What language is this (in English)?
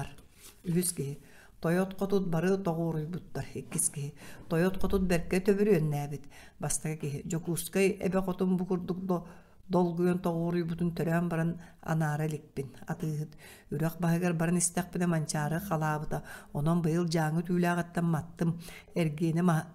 Yakut